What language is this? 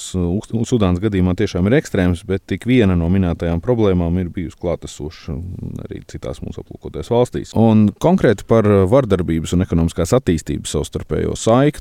Latvian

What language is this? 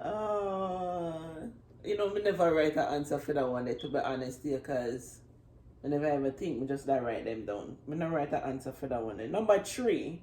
Jamaican Creole English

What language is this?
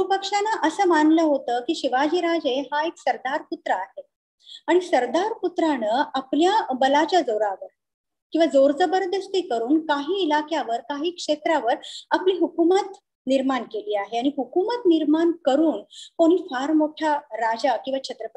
Marathi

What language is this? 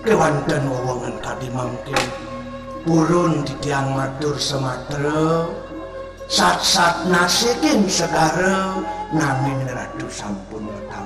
Balinese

